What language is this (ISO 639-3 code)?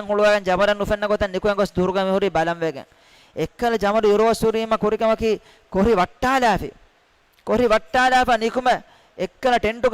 div